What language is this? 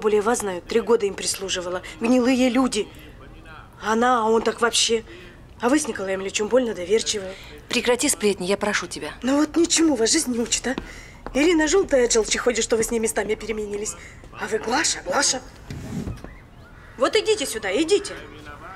Russian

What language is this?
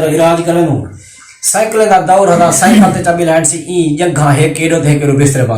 Saraiki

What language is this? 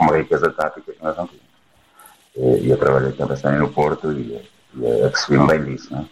Portuguese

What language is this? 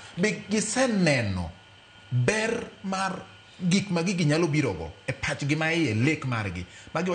Luo (Kenya and Tanzania)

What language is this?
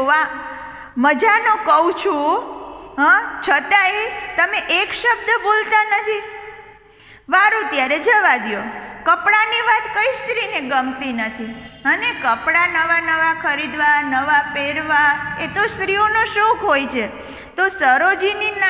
Gujarati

